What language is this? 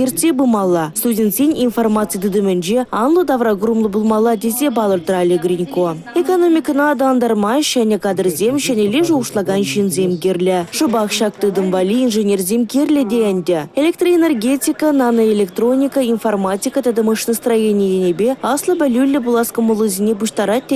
Chuvash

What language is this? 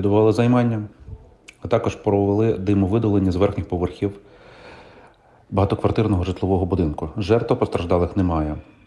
Ukrainian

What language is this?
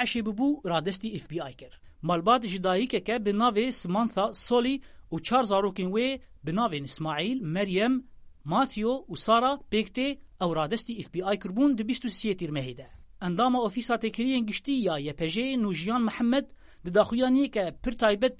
Kurdish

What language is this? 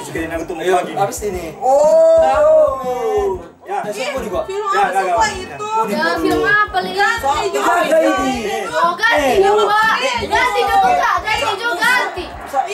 Manado Malay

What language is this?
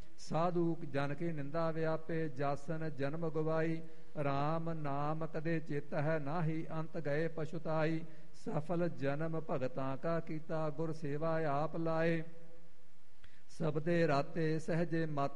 Punjabi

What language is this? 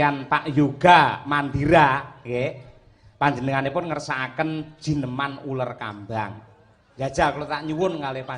Javanese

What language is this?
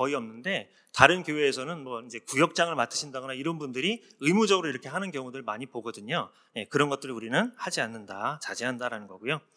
Korean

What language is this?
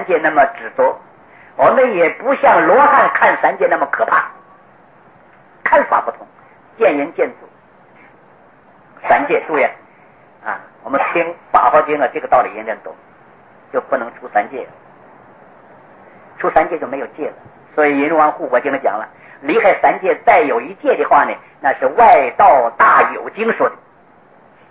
Chinese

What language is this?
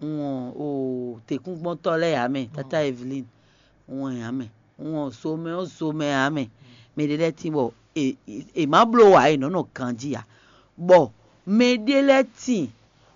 Fon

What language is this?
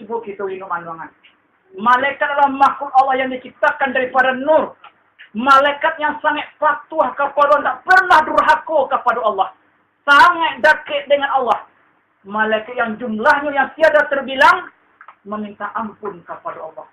Minangkabau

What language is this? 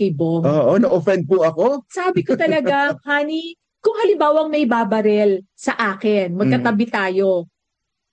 Filipino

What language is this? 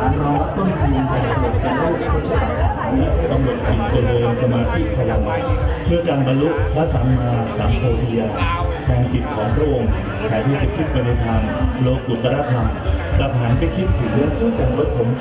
Thai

